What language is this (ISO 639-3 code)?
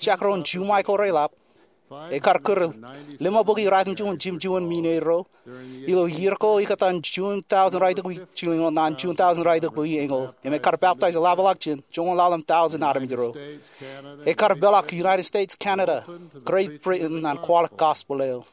mah